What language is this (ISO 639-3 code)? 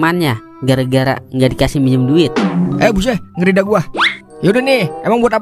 bew